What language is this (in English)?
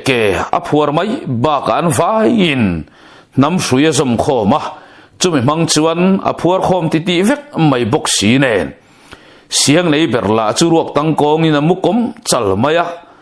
Mizo